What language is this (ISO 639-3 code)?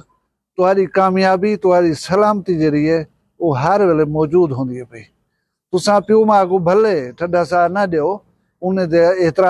skr